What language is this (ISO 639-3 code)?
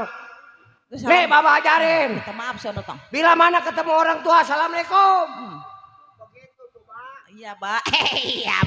bew